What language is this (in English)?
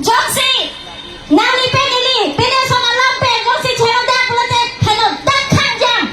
Karbi